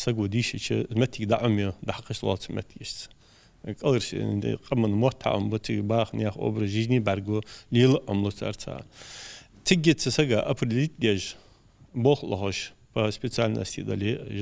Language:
Ingush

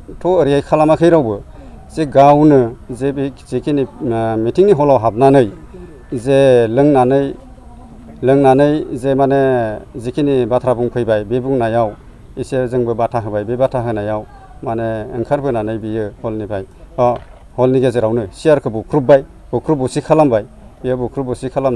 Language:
Bodo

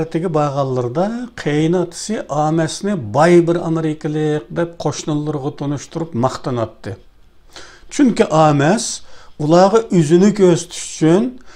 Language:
Uyghur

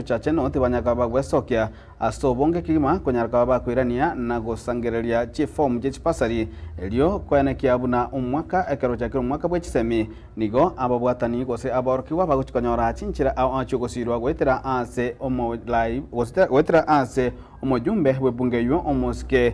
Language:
Gusii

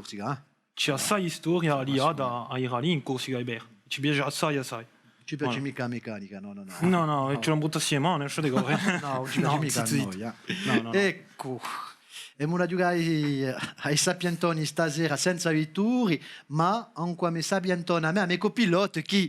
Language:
Corsican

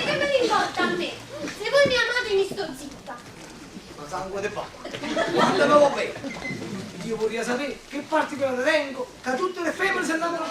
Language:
Neapolitan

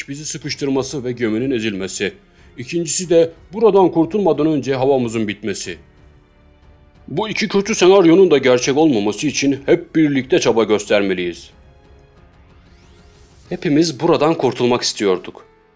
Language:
Turkish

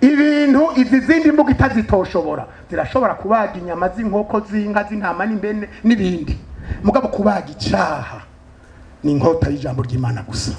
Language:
Rundi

